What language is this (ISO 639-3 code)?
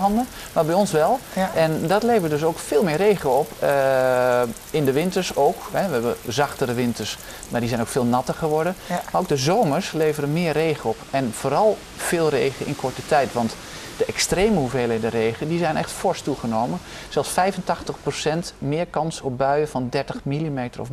nld